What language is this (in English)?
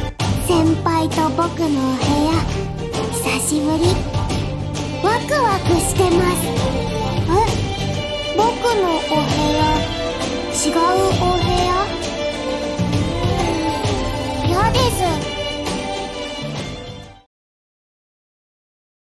Japanese